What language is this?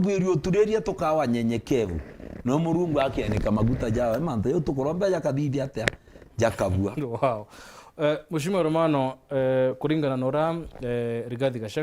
Meru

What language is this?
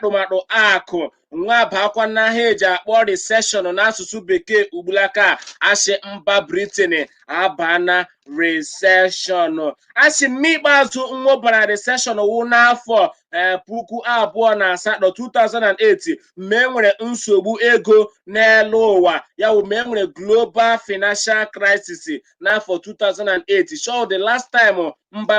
Igbo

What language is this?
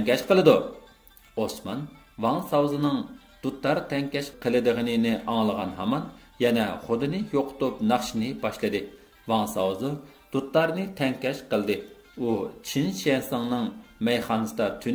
Uyghur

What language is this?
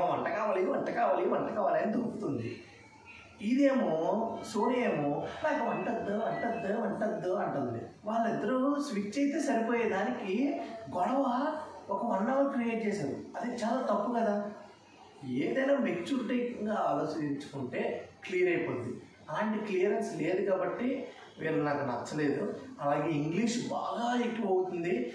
Telugu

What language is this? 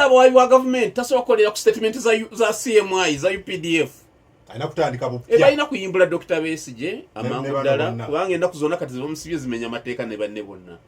Ganda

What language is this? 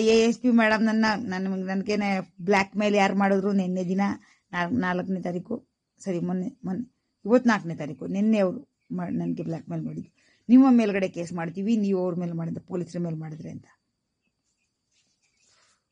Kannada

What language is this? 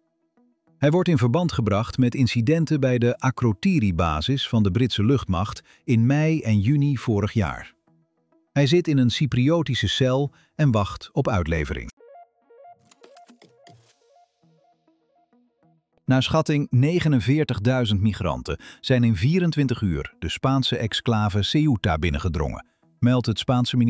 Dutch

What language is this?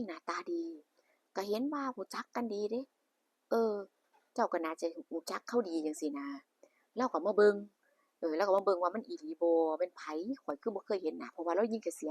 Northeastern Thai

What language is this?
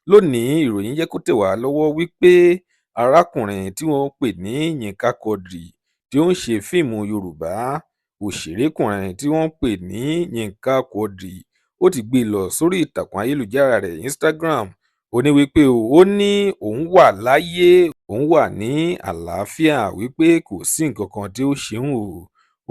Yoruba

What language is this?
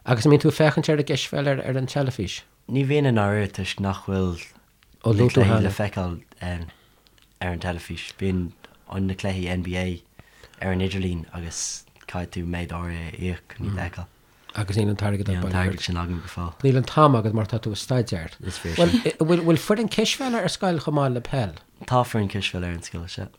Irish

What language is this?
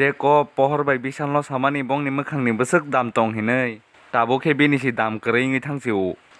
Kok Borok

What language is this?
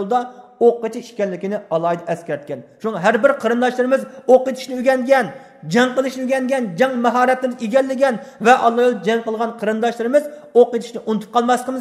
Uyghur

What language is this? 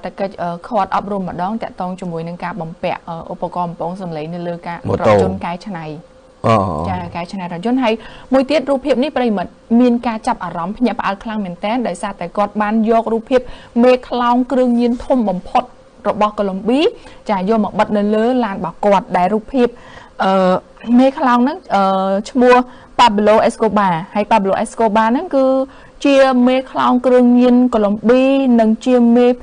Khmer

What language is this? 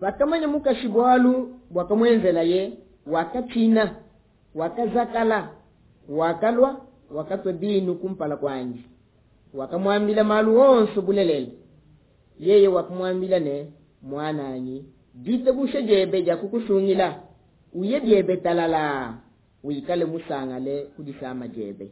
Luba-Lulua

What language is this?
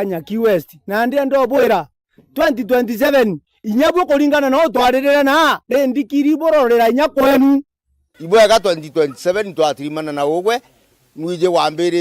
Meru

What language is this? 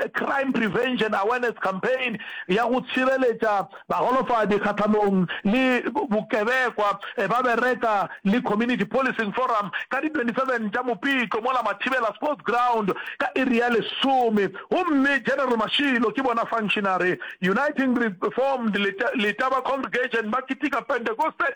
Northern Sotho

